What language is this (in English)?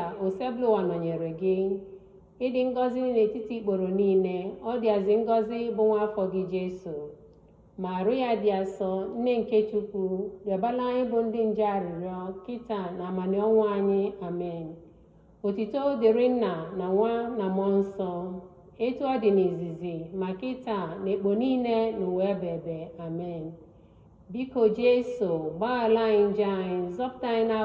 Igbo